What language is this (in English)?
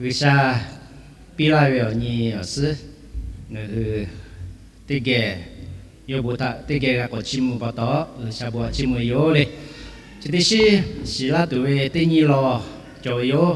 Lahu